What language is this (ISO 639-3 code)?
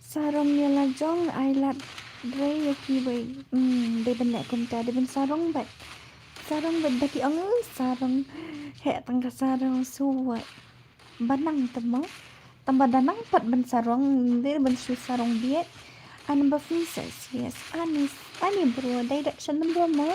kha